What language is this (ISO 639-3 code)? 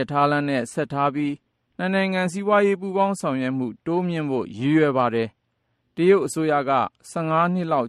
mya